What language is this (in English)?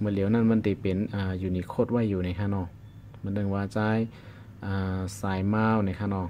Shan